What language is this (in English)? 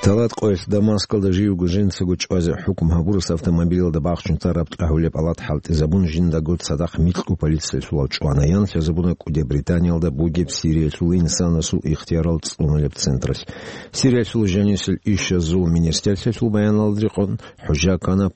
Avaric